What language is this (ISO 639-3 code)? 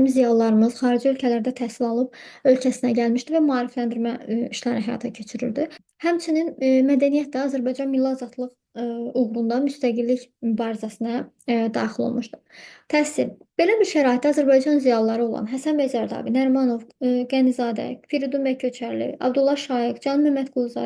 aze